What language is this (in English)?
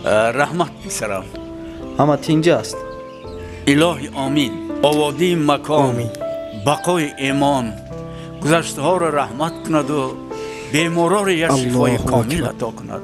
Tajik